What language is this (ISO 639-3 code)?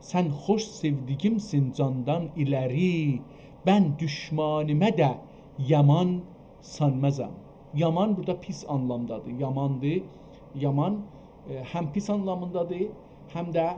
azb